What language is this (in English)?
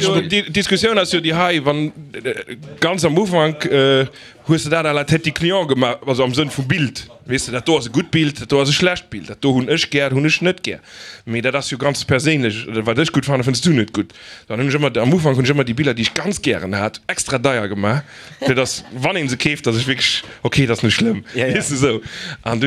Luxembourgish